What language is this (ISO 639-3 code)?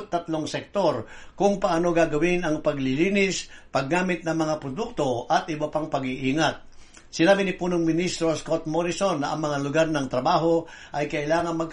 fil